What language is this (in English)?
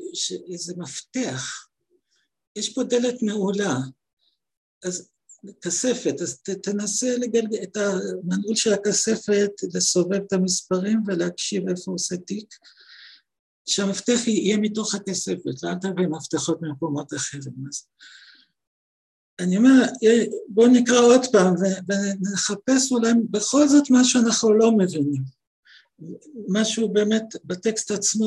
Hebrew